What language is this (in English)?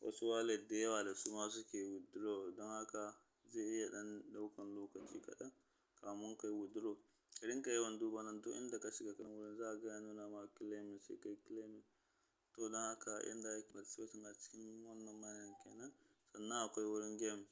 Hausa